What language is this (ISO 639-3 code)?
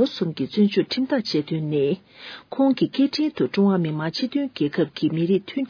bod